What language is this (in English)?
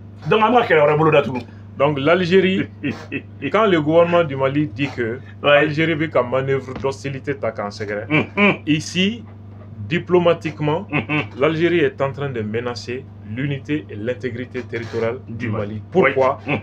Bambara